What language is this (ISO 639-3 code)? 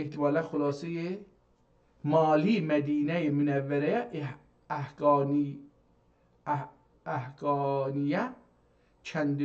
azb